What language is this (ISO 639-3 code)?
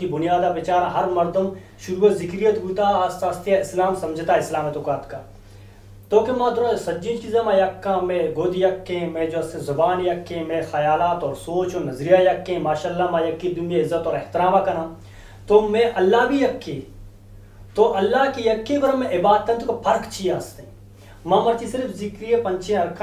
bgp